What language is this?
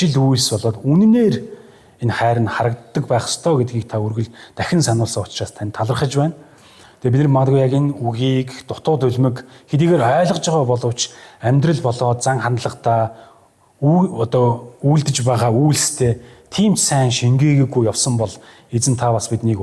Mongolian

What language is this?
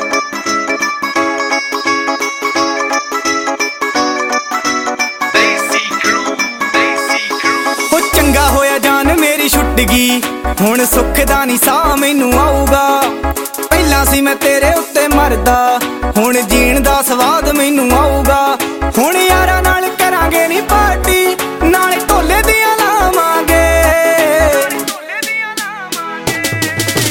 Punjabi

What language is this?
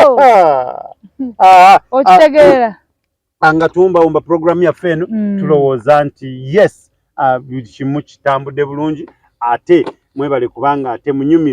Ganda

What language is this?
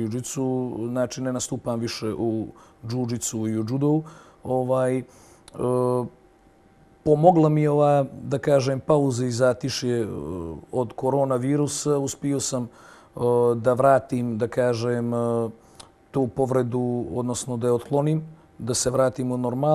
Bosnian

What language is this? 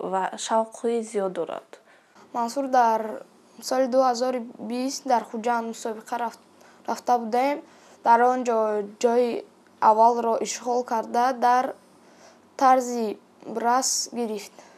Tajik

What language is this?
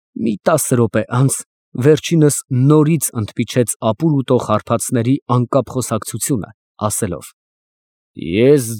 Armenian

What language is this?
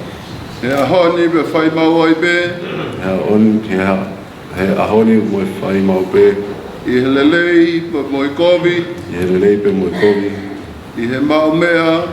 Tongan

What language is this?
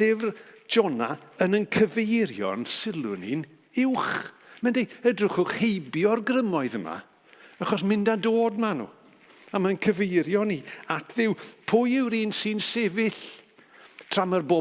Welsh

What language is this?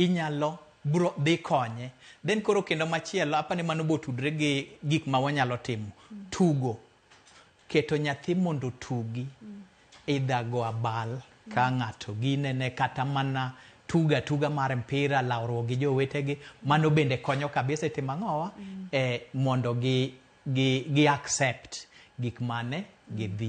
Luo (Kenya and Tanzania)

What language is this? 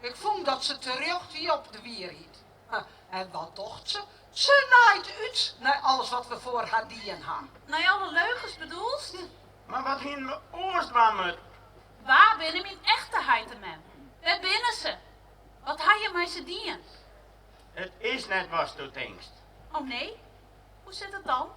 Western Frisian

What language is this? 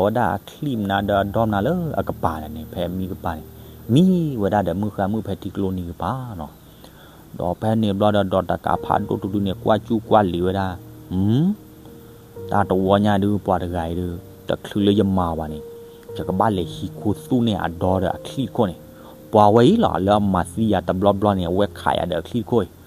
S'gaw Karen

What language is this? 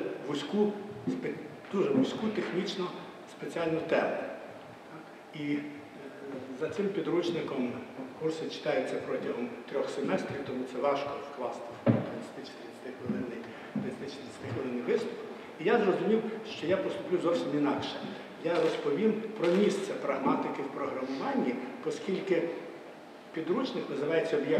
Ukrainian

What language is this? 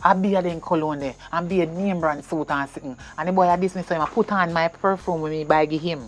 Jamaican Creole English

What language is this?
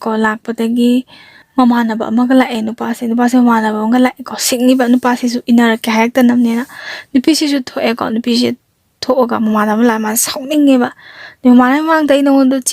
Manipuri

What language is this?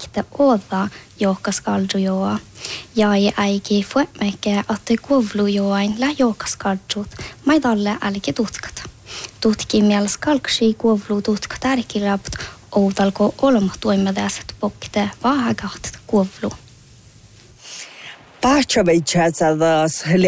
Northern Sami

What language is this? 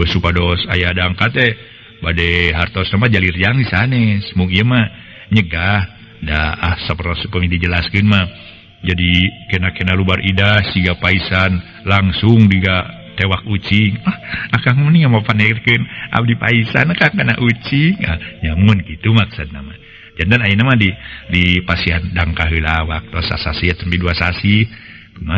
Sundanese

